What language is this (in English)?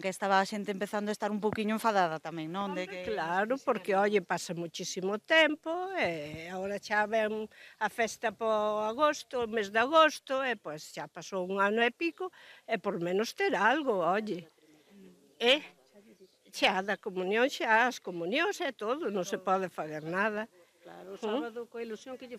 Galician